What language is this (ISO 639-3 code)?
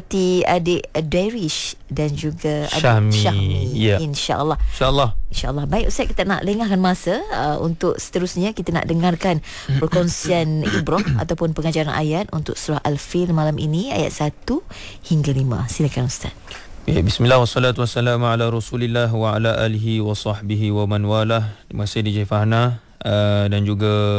msa